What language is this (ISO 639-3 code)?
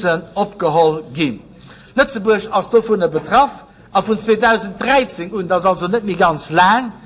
ltz